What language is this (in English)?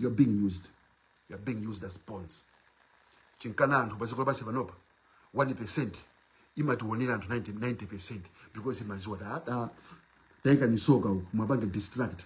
Nyanja